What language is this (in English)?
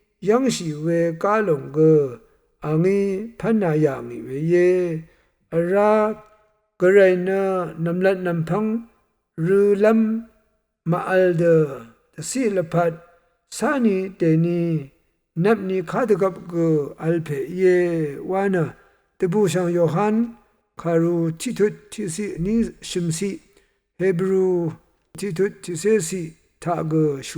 Rawang